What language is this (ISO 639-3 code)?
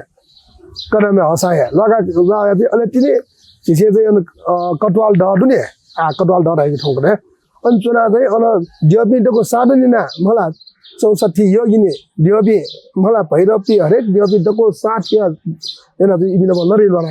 new